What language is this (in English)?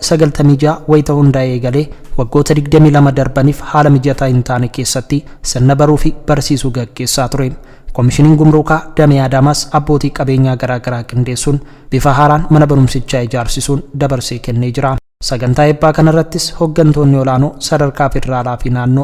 Oromo